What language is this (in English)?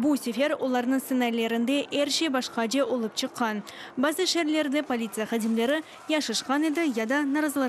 Crimean Tatar